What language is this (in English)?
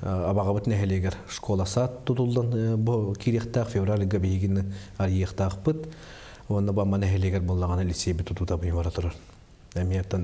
Yakut